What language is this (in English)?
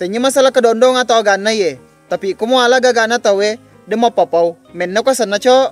Buginese